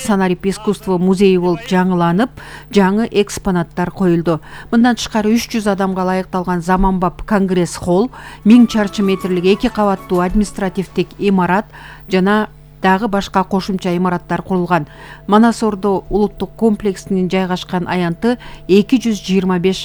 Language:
Kyrgyz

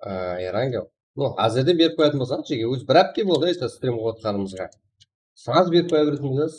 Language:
Kara-Kalpak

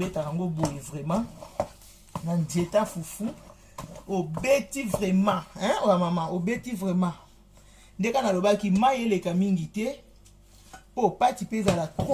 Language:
Lingala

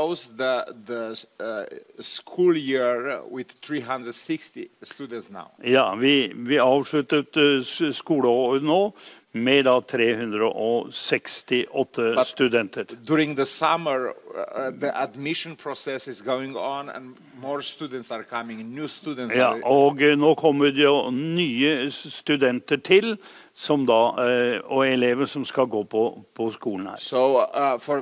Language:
Norwegian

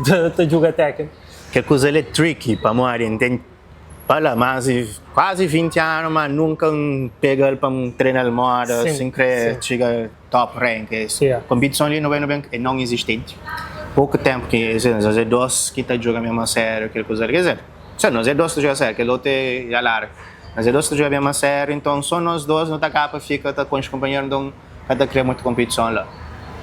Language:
Kabuverdianu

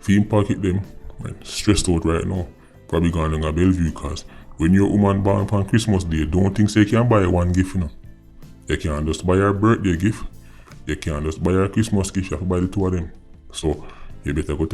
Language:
Jamaican Creole English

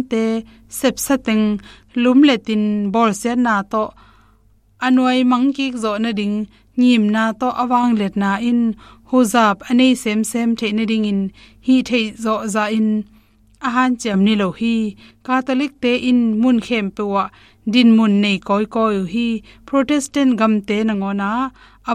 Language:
Tedim Chin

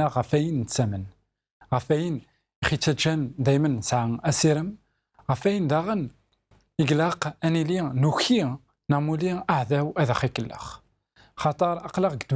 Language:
Kabyle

